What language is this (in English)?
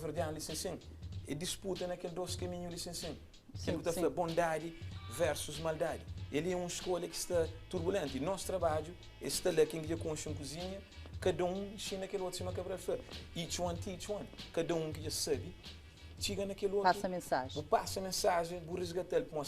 Kabuverdianu